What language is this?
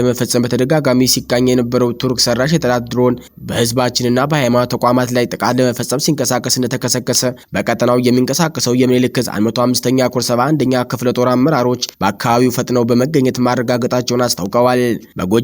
Amharic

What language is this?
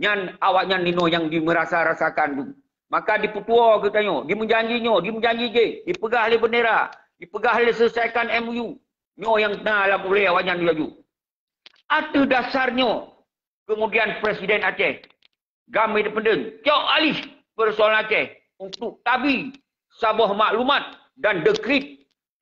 Achinese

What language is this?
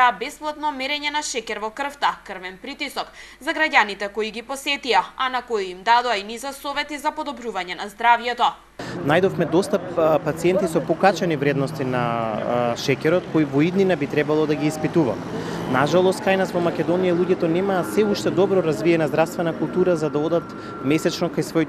Macedonian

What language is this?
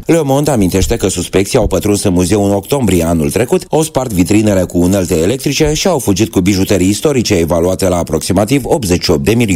Romanian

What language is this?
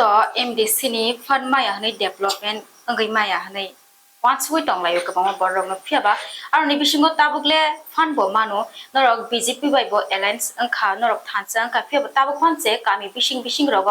Kok Borok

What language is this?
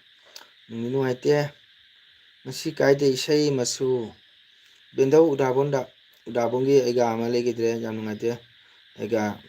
Manipuri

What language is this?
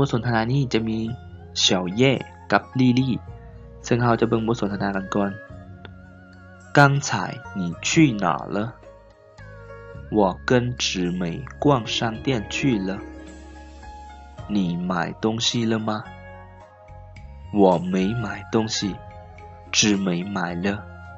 Lao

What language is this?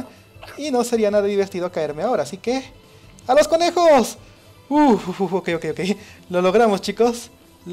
Spanish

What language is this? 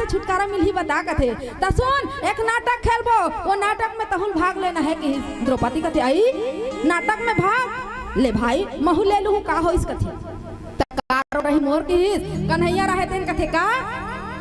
Chhattisgarhi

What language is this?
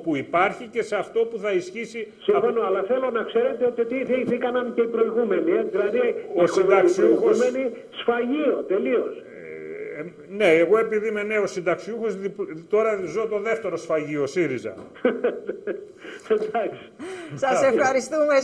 Greek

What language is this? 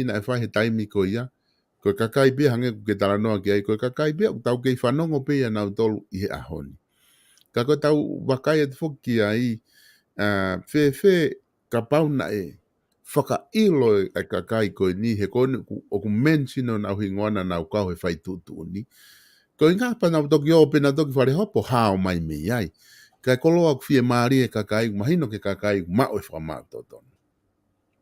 Tongan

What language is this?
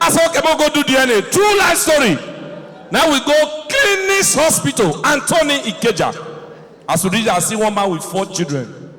Nigerian Pidgin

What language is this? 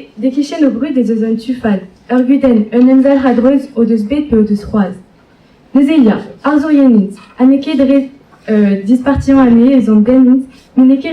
Breton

